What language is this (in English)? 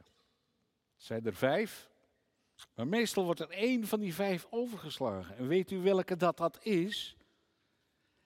Dutch